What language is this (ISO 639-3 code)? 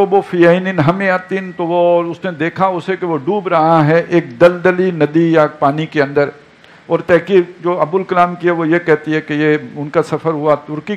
urd